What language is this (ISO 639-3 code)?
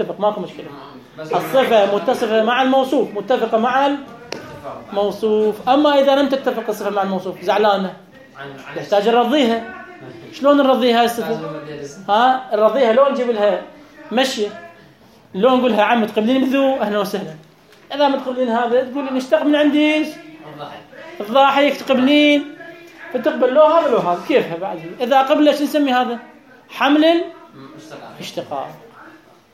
acm